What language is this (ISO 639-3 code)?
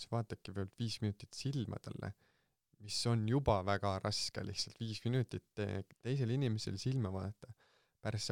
est